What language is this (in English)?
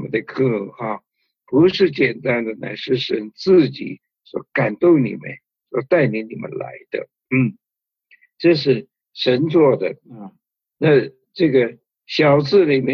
Chinese